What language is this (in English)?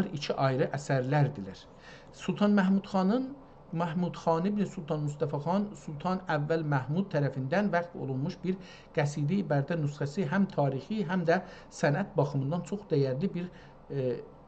South Azerbaijani